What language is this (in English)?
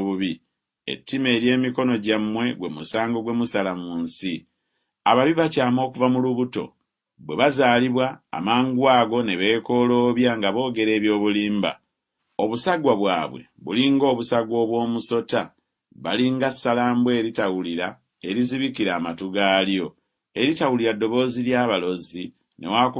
Ganda